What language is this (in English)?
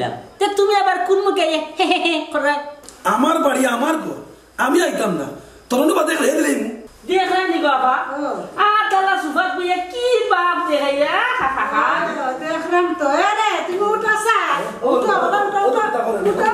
Sylheti